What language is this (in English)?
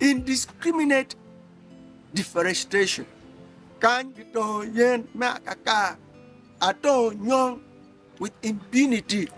Acoli